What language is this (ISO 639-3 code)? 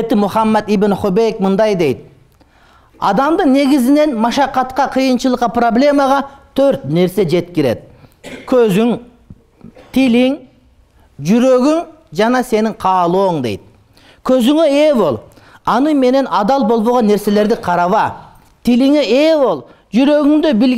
kir